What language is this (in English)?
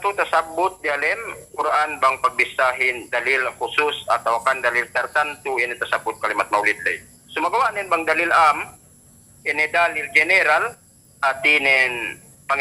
Yakan